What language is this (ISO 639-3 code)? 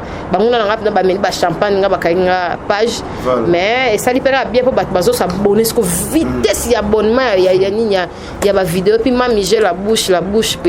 lin